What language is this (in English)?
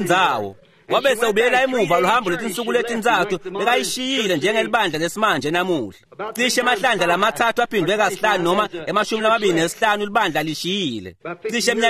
Swati